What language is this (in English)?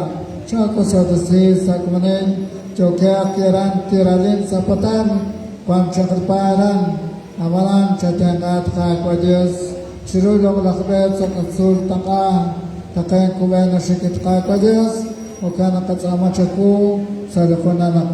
Kekchí